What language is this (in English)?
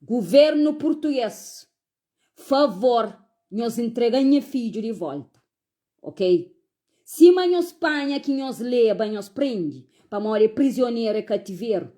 Kabuverdianu